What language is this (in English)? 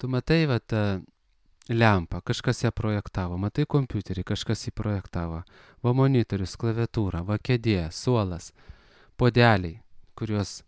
Lithuanian